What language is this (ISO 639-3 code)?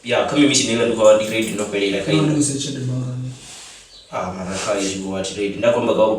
ven